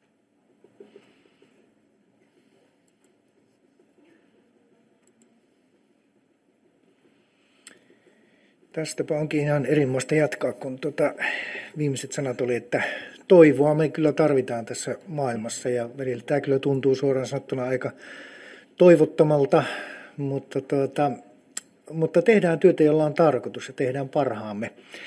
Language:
Finnish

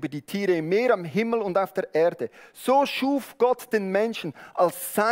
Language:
Swiss German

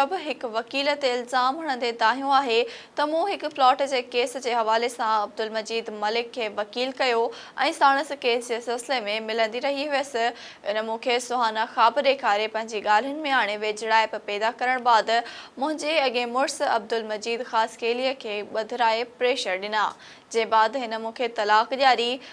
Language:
Sindhi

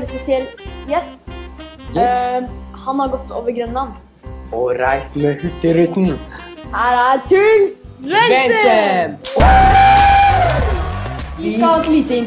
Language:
Norwegian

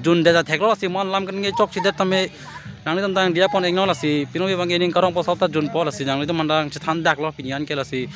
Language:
Karbi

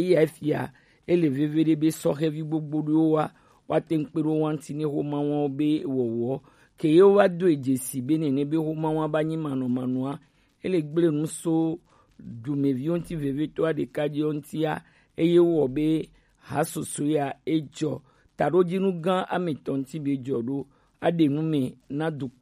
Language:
Gen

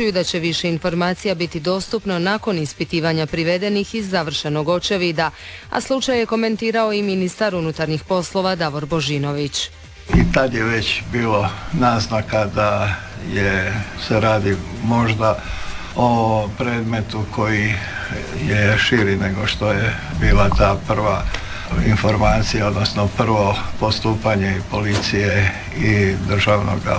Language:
Croatian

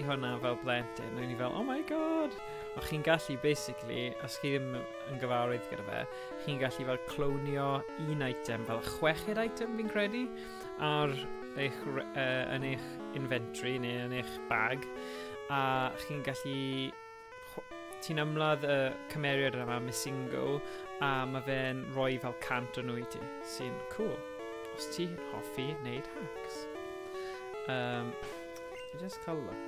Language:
Welsh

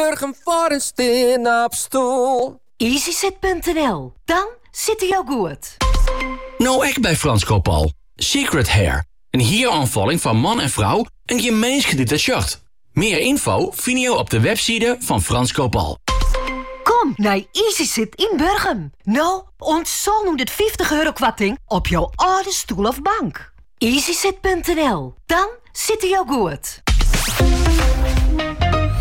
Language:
Dutch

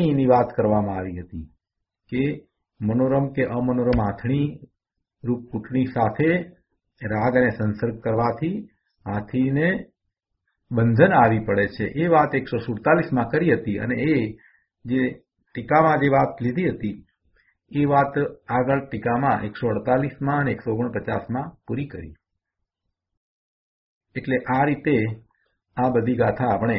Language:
Gujarati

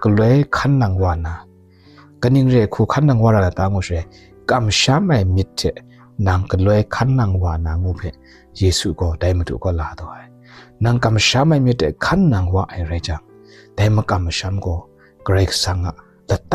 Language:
Kachin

